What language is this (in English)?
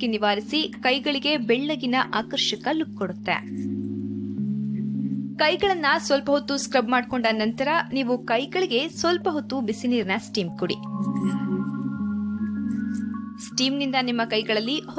Kannada